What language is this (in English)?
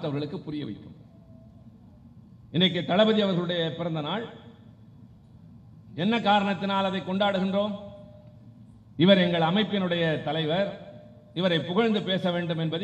Tamil